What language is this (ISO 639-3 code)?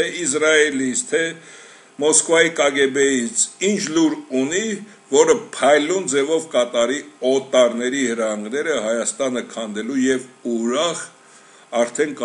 hye